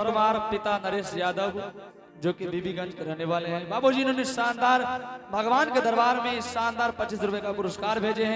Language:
Angika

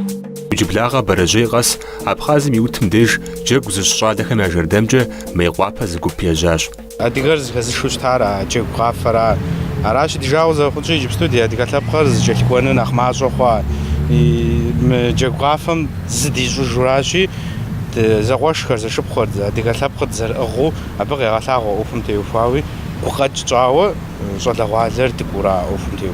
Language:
Kabardian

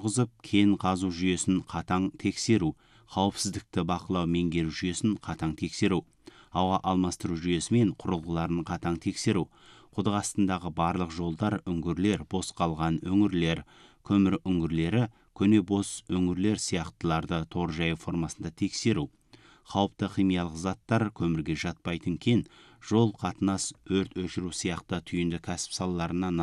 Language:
Kazakh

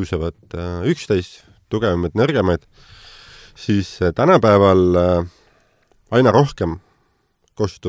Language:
Estonian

